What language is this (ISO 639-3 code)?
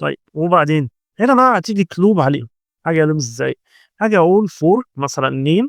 arz